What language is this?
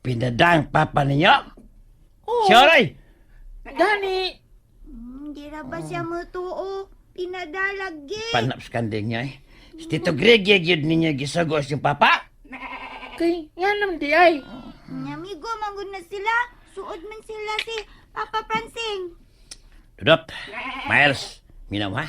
Cebuano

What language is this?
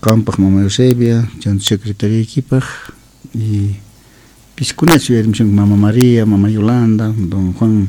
South Bolivian Quechua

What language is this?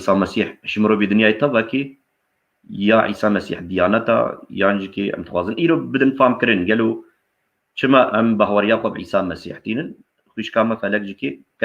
Kurdish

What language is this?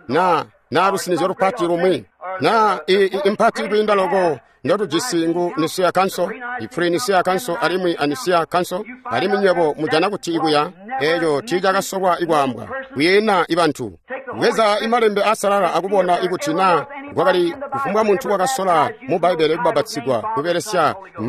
Tonga (Zambia)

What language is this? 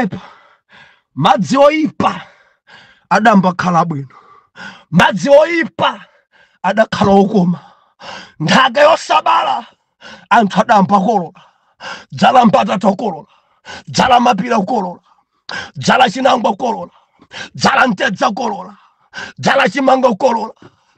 Nyanja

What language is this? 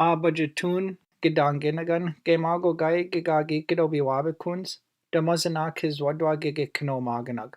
Chippewa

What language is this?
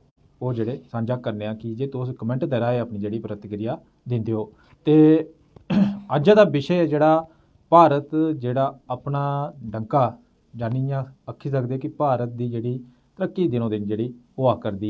Dogri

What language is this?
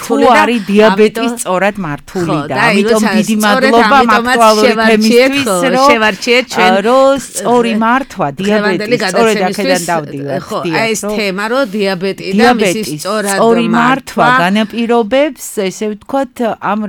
Georgian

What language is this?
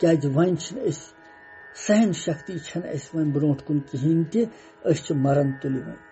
Kashmiri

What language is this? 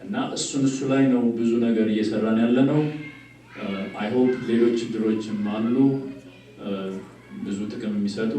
Amharic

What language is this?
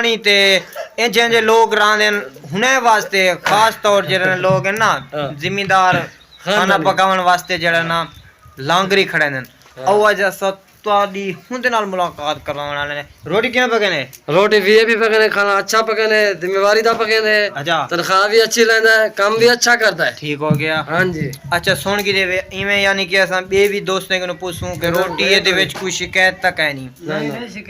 Saraiki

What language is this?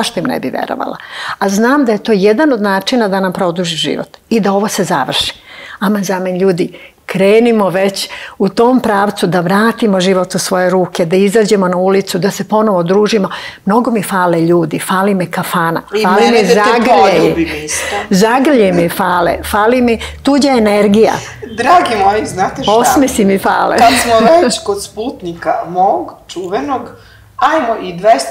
Serbian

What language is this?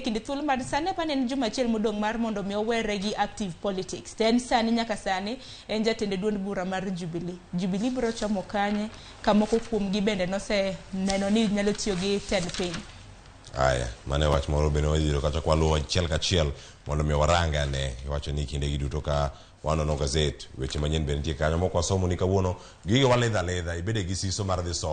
Luo (Kenya and Tanzania)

